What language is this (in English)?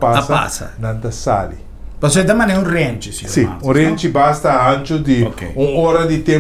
Papiamento